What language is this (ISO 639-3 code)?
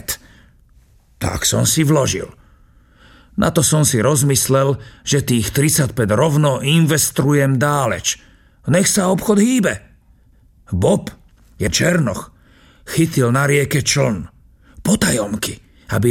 slk